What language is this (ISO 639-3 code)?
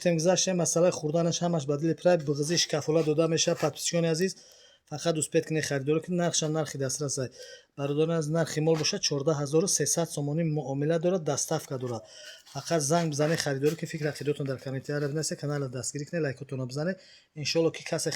tgk